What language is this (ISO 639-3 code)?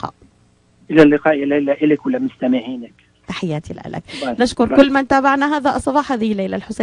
apc